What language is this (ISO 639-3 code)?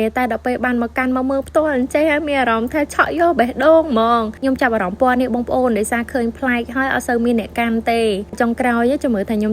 khm